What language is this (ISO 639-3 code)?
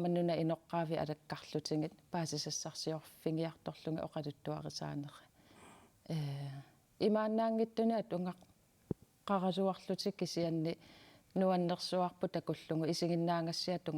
kal